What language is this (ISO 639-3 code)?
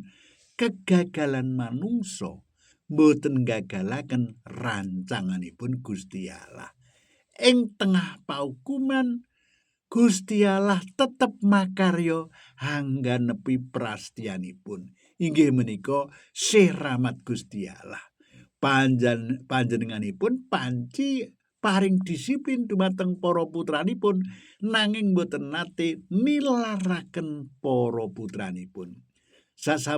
jav